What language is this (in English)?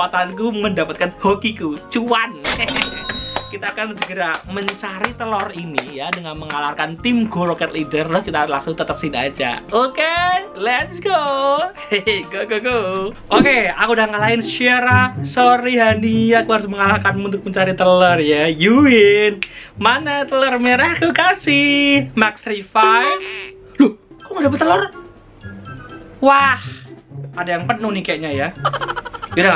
Indonesian